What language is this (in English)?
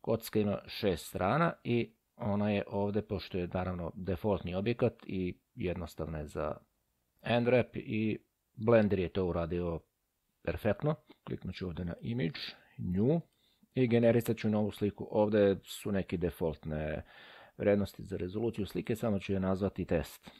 Serbian